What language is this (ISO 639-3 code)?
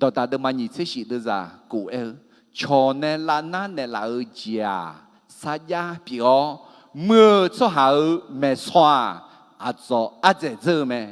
ahk